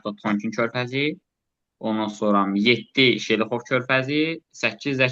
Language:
Azerbaijani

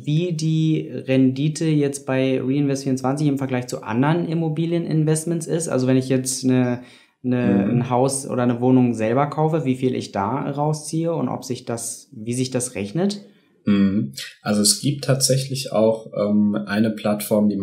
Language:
German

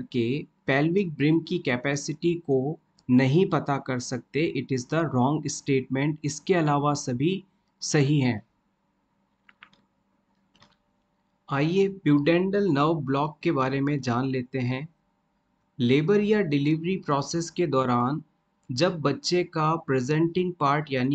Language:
Hindi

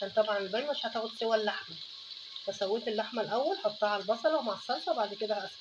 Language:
Egyptian Arabic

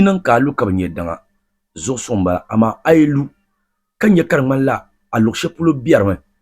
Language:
Dagbani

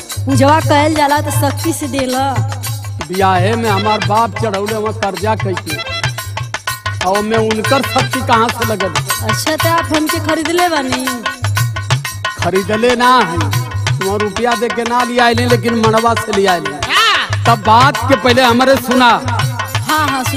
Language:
Bhojpuri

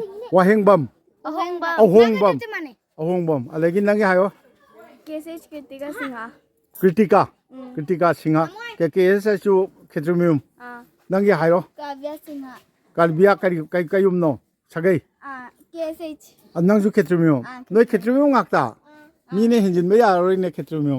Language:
Manipuri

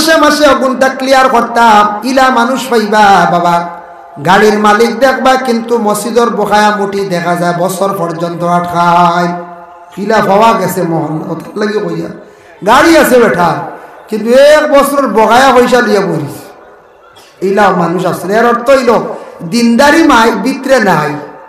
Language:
Sylheti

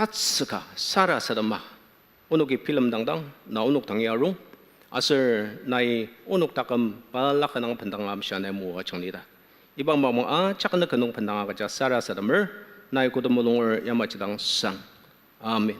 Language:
Ao Naga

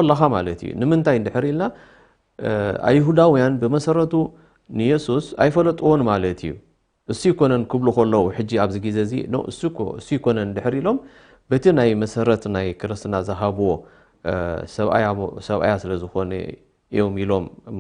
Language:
Tigrinya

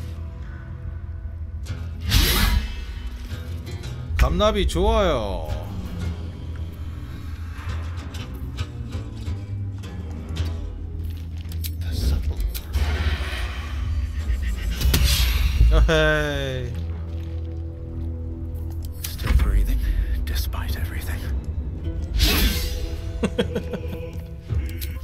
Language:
Korean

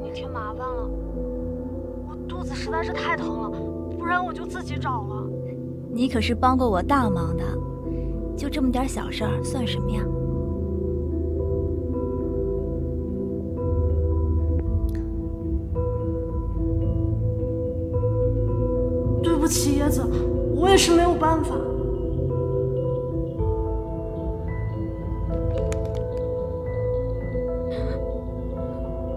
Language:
Chinese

